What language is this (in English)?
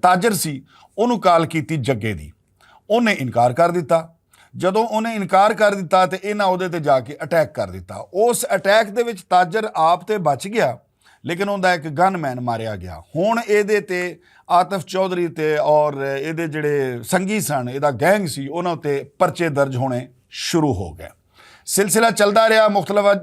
Western Panjabi